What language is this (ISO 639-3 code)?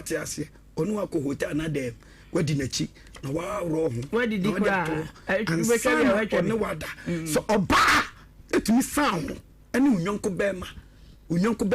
aka